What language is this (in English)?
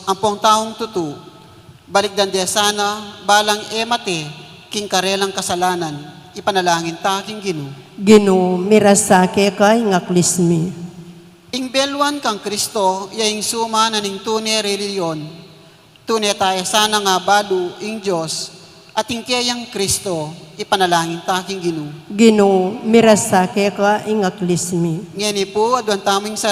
Pampanga